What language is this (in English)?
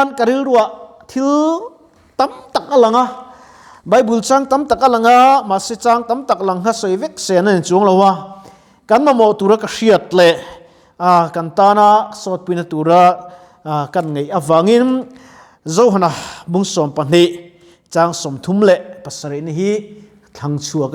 Mizo